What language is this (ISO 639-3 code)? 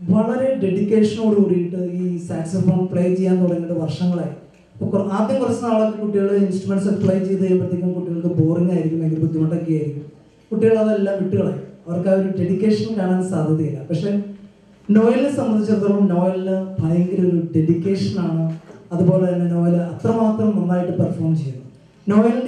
mal